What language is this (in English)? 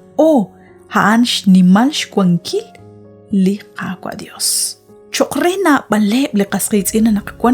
Kekchí